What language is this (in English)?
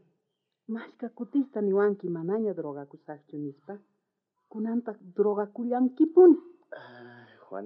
South Bolivian Quechua